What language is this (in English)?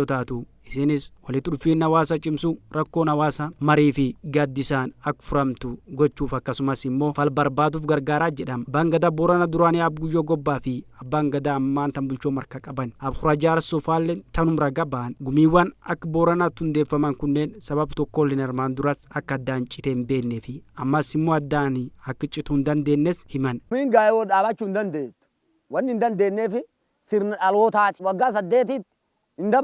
Oromo